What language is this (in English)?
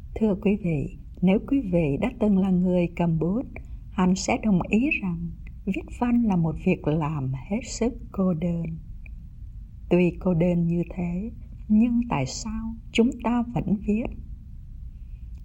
Vietnamese